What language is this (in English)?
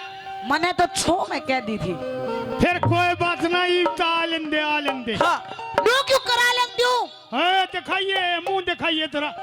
Haryanvi